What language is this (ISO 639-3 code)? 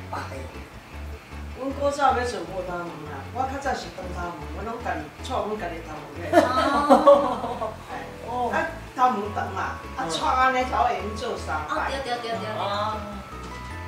nan